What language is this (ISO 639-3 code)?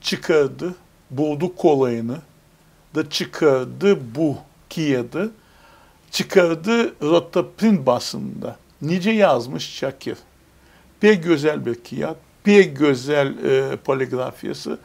gag